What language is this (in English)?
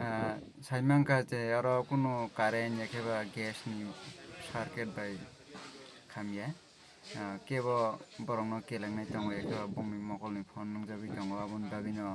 Kok Borok